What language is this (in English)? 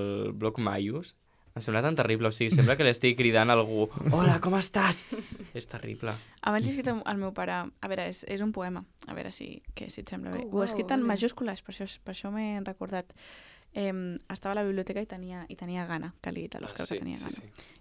Catalan